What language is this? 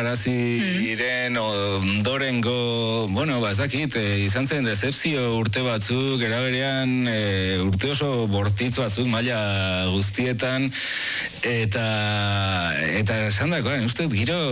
Basque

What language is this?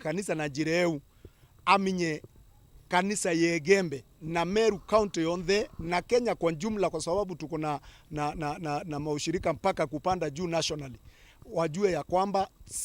Meru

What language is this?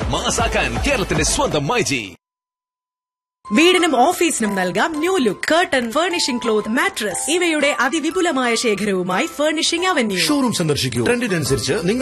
Malayalam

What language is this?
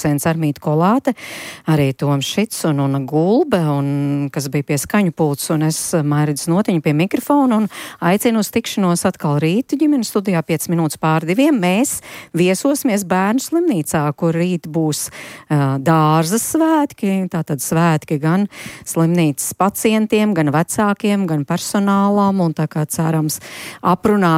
Latvian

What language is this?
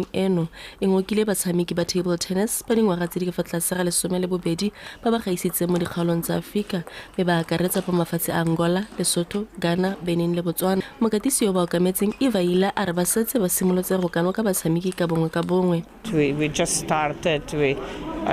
Tswana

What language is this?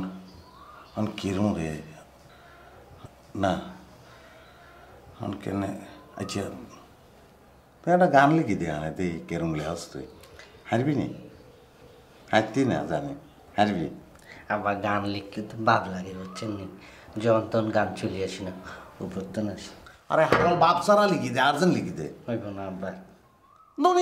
Bangla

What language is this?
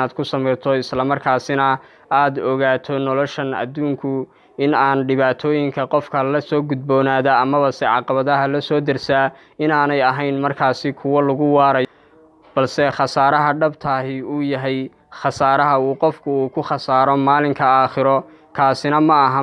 Somali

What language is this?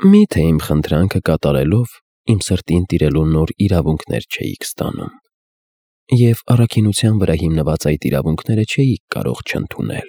Armenian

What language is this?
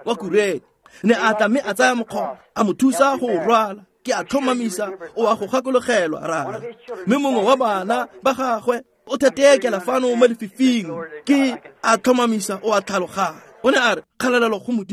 Tswana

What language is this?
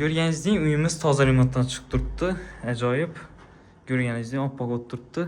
Uzbek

